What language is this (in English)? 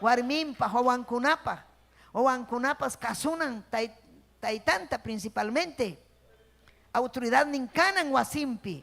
Ayacucho Quechua